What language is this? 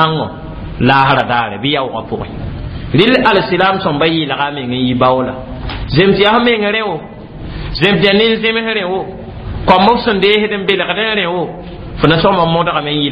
Mossi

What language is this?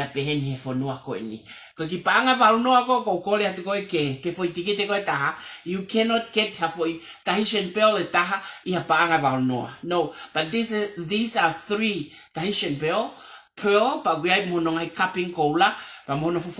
Tongan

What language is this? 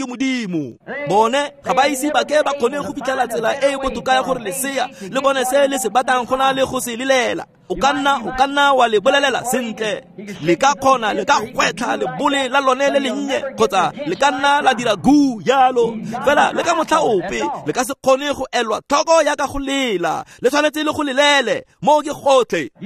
Tswana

